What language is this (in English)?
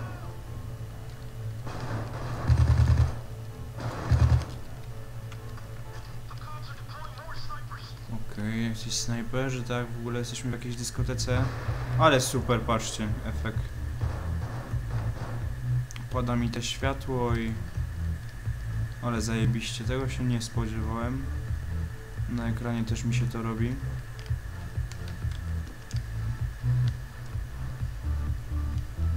Polish